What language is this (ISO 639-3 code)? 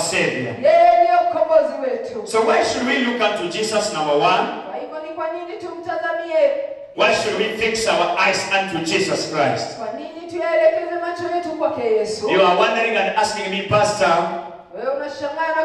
swa